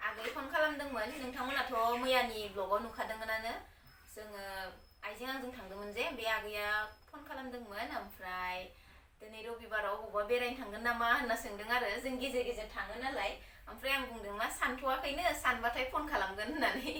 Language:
Bodo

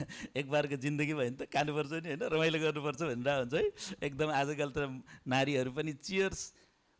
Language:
Nepali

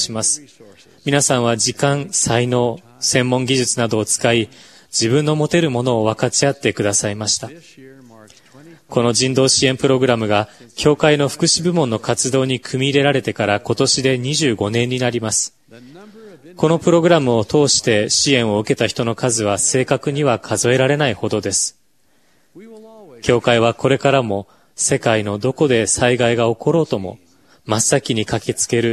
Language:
Japanese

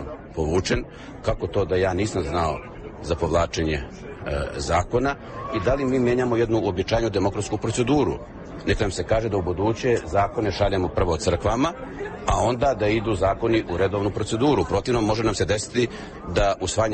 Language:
Serbian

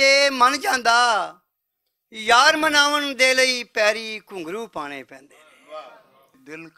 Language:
Western Panjabi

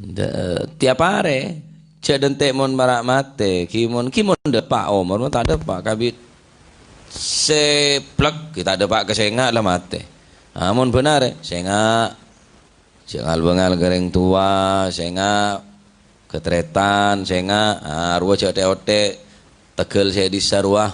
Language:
Madurese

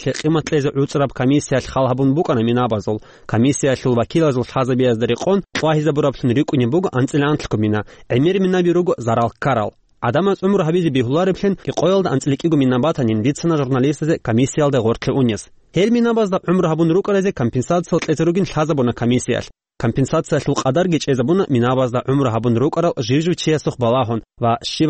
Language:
Avaric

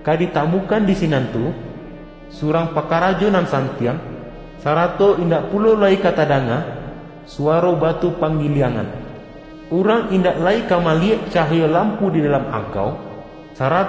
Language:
Minangkabau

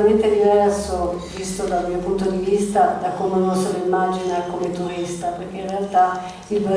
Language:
Italian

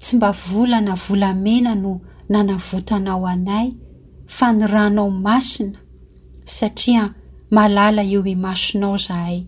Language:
Malagasy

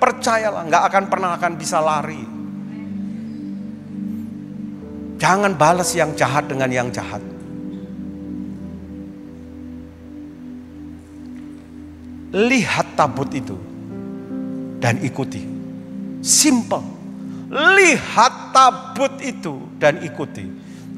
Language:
Indonesian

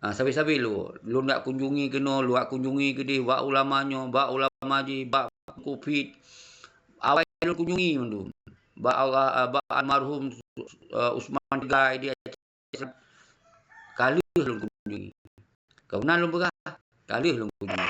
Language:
Achinese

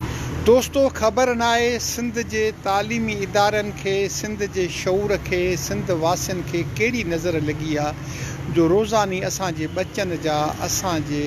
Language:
Sindhi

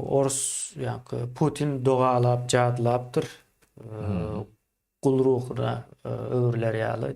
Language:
Turkmen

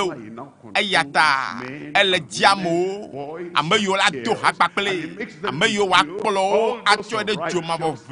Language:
Ewe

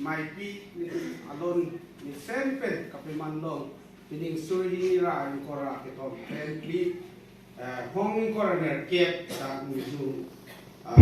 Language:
Karbi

